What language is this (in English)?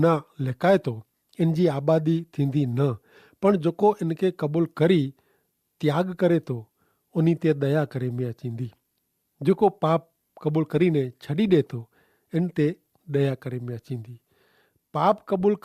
Kachhi